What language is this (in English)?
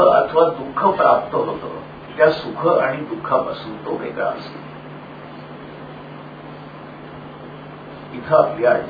Marathi